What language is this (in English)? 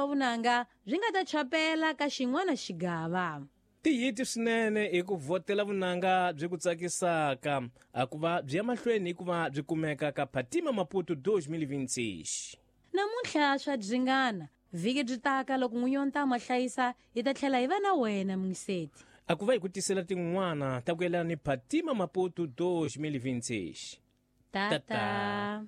Tsonga